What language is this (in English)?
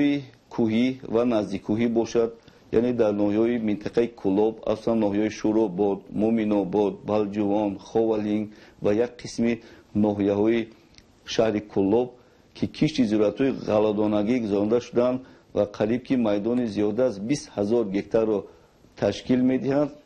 Tajik